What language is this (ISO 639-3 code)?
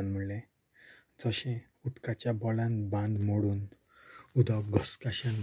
kok